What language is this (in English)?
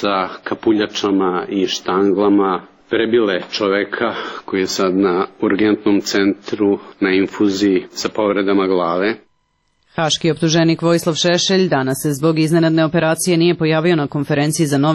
Serbian